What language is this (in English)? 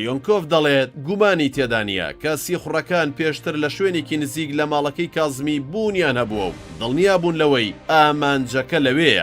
Central Kurdish